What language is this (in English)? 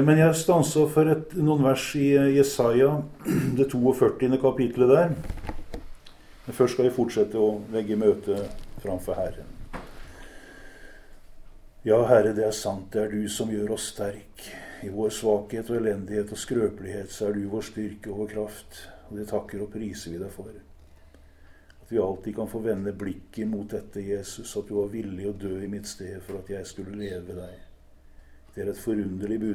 Norwegian